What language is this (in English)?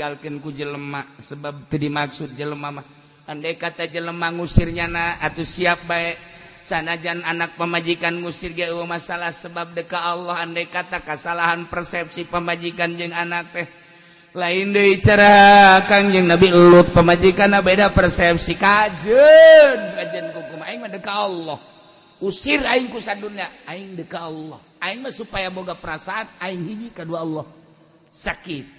Sundanese